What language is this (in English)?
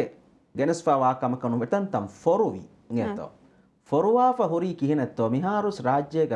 Divehi